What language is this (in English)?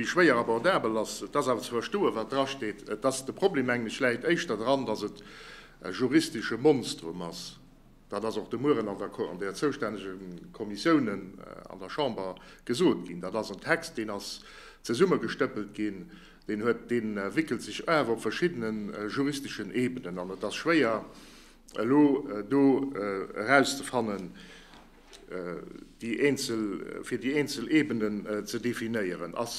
Luxembourgish